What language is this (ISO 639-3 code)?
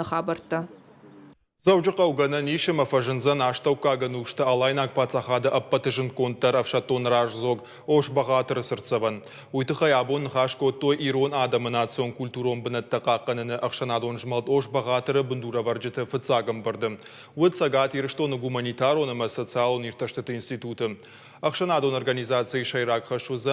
oss